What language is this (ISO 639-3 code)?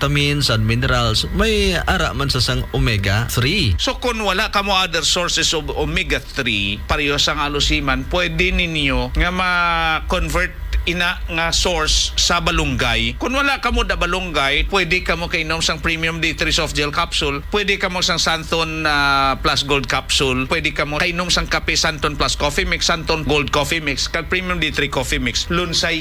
hil